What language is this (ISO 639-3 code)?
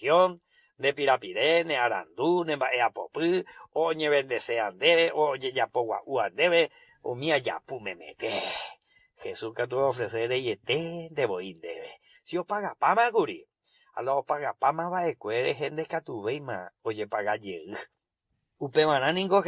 grn